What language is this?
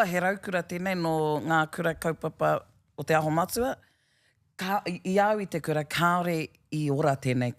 Māori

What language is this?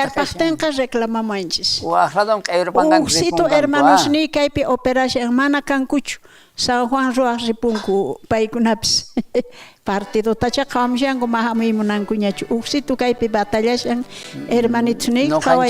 South Bolivian Quechua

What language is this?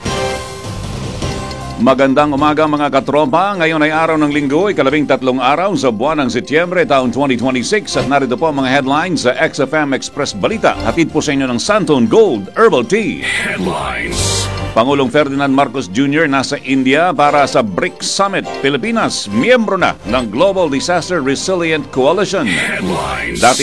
Filipino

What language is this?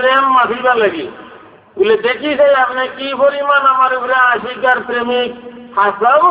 Sylheti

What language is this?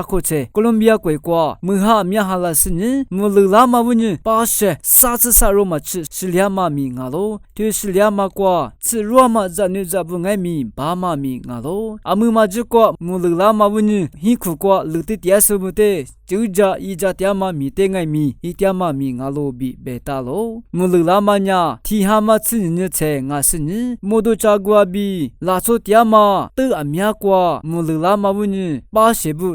Lisu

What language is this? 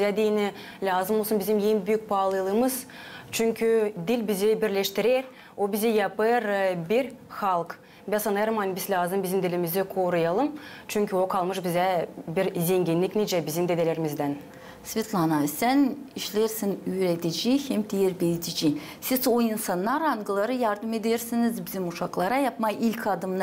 Gagauz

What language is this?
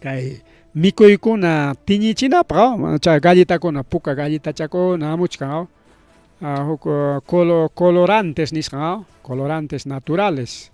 Ayacucho Quechua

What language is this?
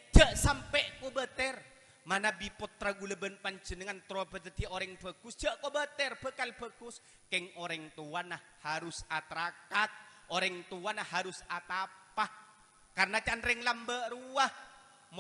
Madurese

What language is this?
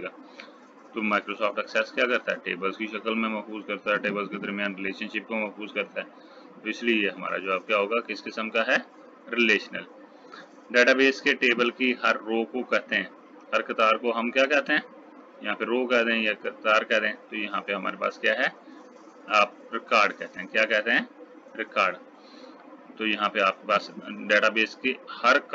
Urdu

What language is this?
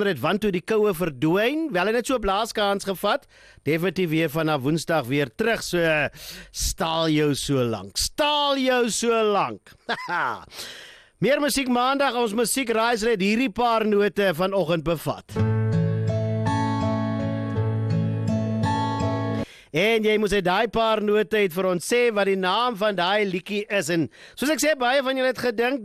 Afrikaans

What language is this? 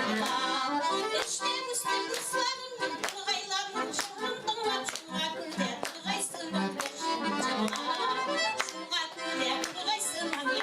Tatar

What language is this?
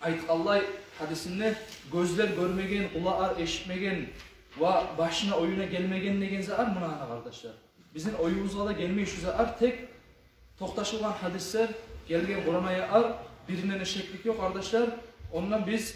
Kumyk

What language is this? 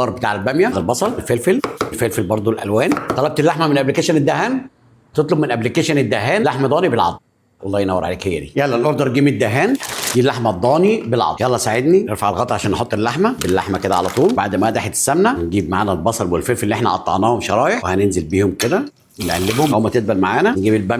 Egyptian Arabic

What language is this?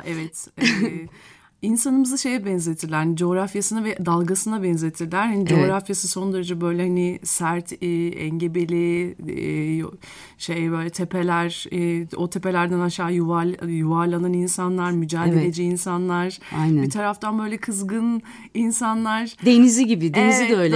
Turkish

